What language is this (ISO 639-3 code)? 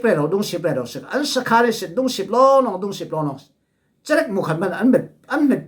cfm